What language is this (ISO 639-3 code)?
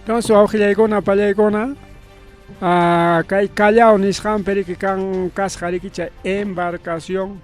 quy